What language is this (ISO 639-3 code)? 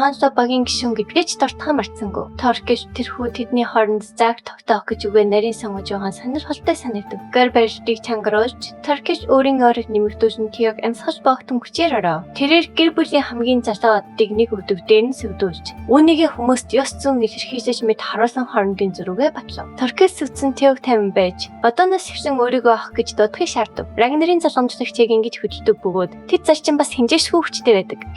mon